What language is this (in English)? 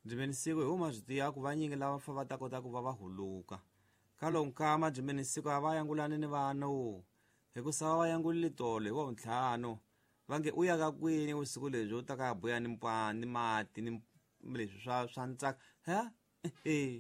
Tsonga